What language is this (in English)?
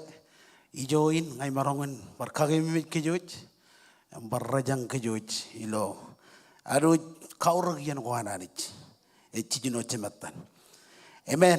Marshallese